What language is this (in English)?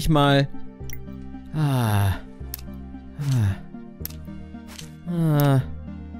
German